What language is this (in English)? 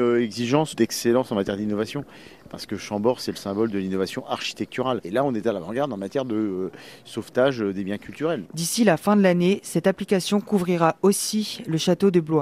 French